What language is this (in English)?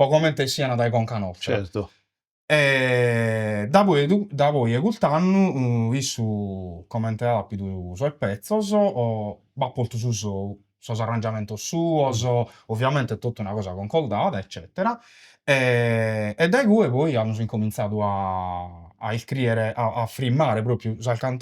Sardinian